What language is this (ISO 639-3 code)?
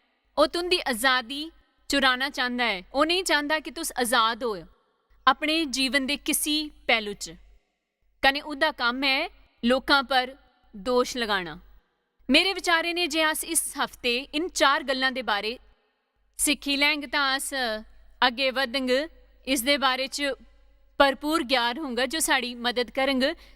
doi